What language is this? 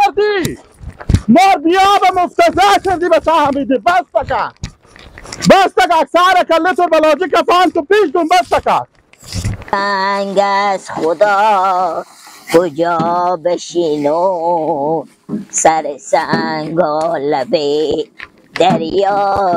Persian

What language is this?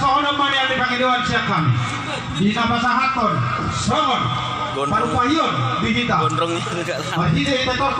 Batak Toba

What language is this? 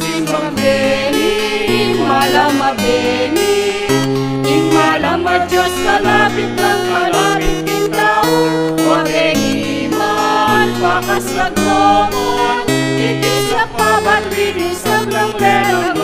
Pampanga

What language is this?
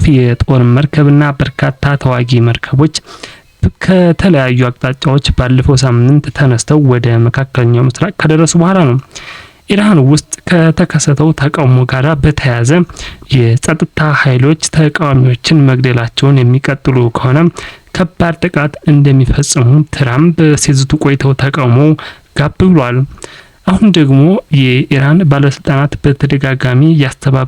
Amharic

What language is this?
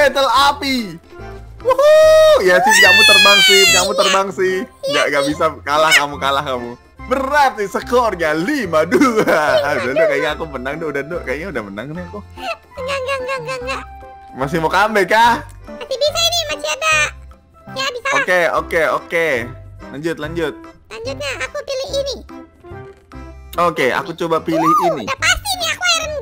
Indonesian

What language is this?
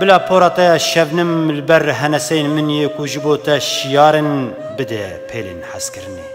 Kurdish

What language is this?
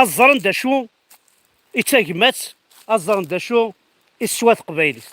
Kabyle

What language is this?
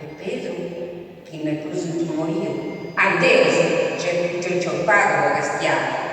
Sardinian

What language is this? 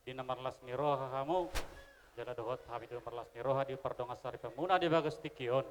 Batak Toba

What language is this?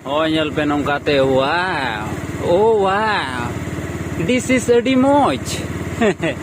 Santali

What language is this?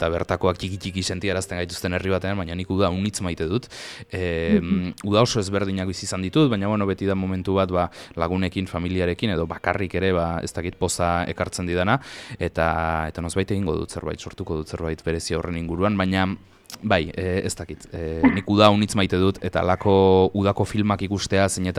Basque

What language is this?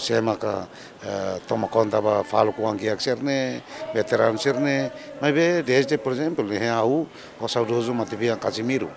Tetum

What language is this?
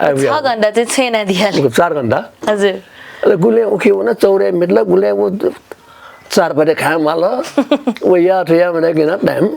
Newari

